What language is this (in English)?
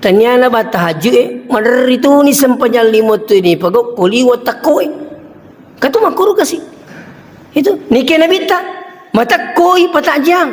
Buginese